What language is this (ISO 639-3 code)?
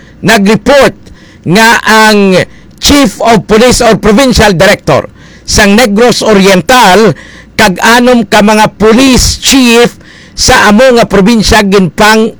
hil